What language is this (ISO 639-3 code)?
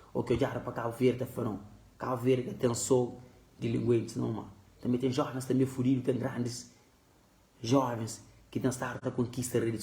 kea